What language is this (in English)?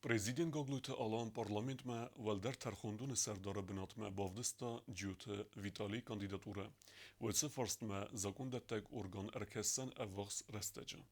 Ossetic